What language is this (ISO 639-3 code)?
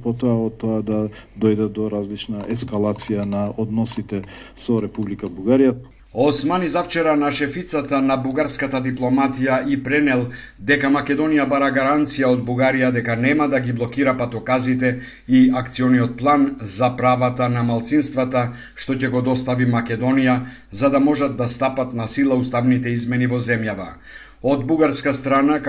mkd